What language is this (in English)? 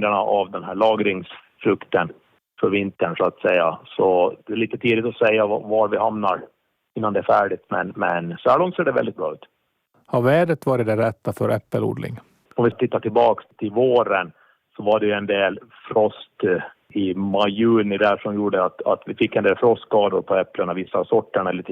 Swedish